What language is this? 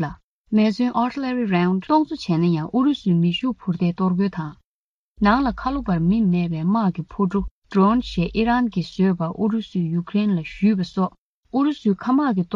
Tibetan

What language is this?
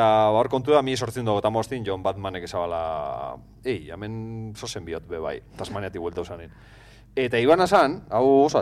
Basque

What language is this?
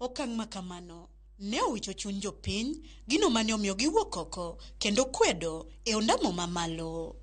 Luo (Kenya and Tanzania)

